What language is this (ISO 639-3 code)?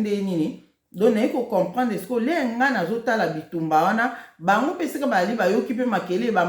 lin